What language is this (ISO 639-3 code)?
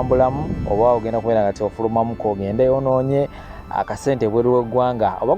lug